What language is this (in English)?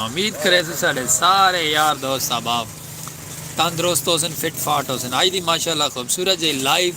Saraiki